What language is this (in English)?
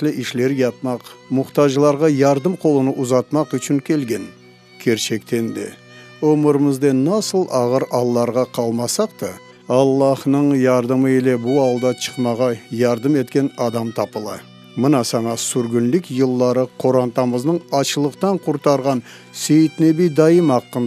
Crimean Tatar